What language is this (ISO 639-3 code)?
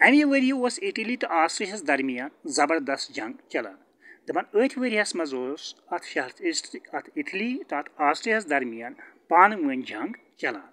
kas